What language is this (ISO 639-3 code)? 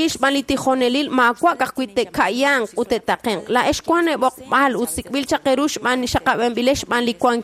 kek